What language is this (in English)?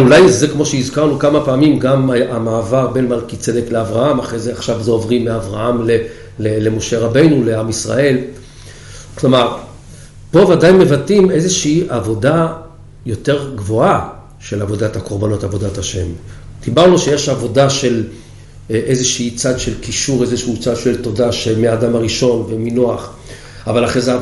Hebrew